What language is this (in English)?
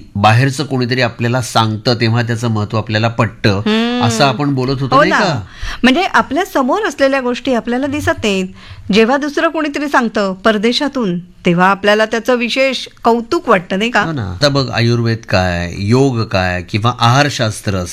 Marathi